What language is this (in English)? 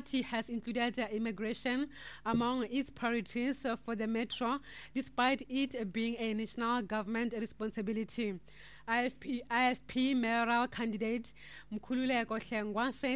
English